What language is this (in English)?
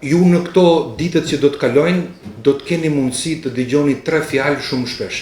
Albanian